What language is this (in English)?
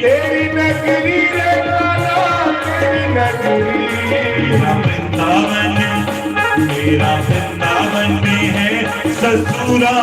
Dogri